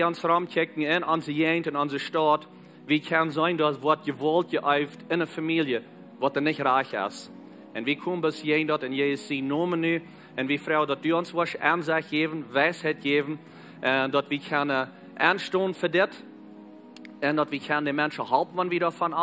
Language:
Plautdietsch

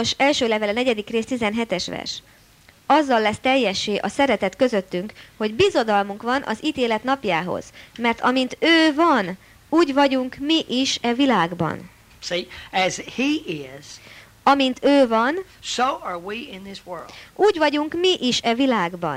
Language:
Hungarian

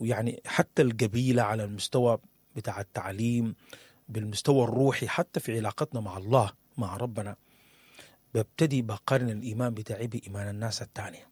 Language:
Sudanese Arabic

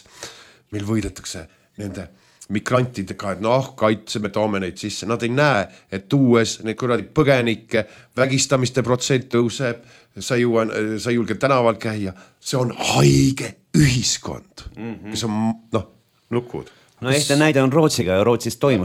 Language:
Estonian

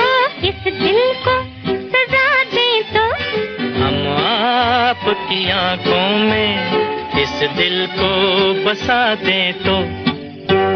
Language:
Hindi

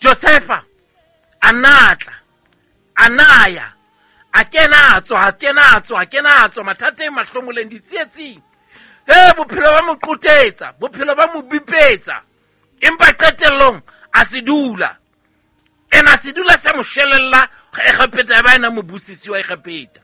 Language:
Southern Sotho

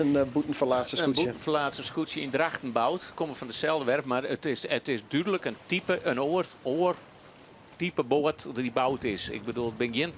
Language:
Western Frisian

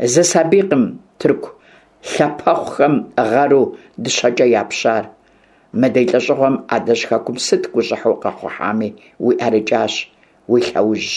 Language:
Kabardian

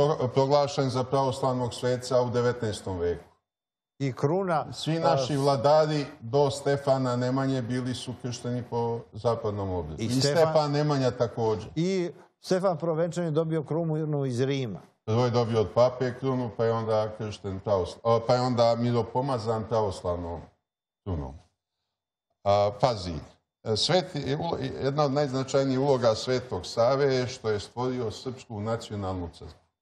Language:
Serbian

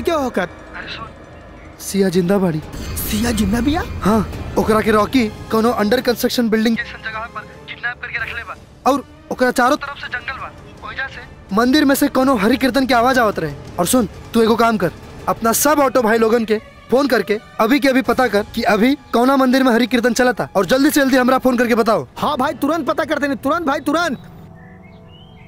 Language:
Bhojpuri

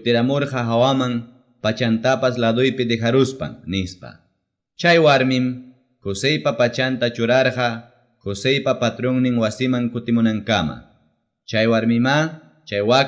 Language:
Ayacucho Quechua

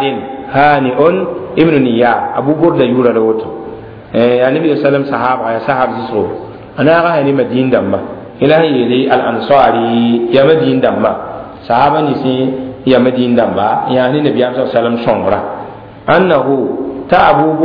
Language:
Mossi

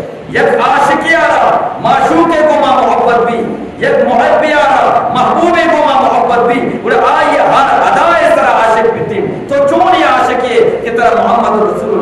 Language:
Eastern Balochi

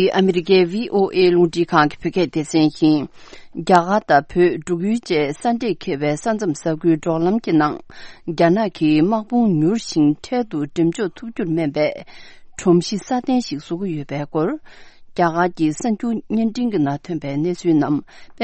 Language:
Tibetan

